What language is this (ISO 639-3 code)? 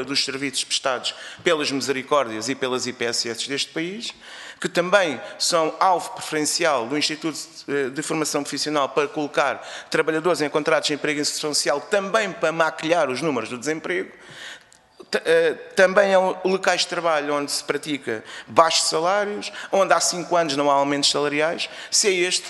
por